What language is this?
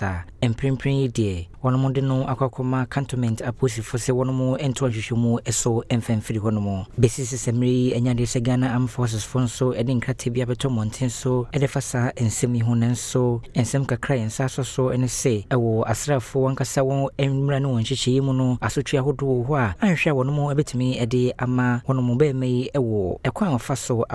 Akan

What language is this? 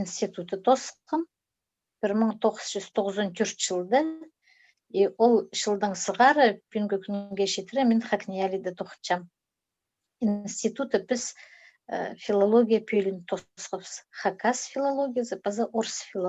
Khakas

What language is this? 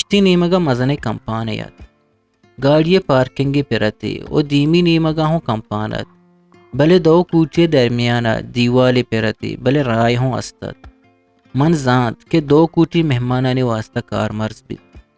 Eastern Balochi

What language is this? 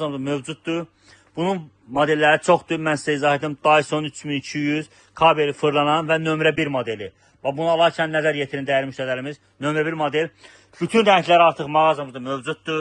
Azerbaijani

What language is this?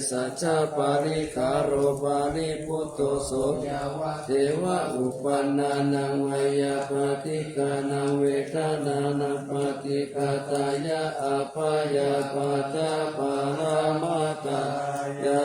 Pali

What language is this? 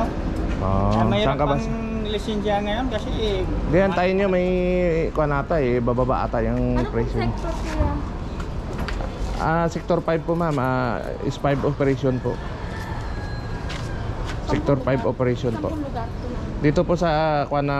Filipino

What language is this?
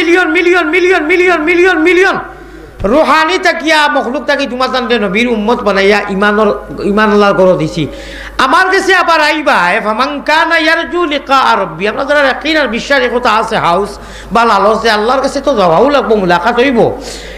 Sylheti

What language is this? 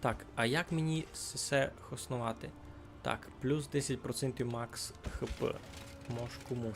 Rusyn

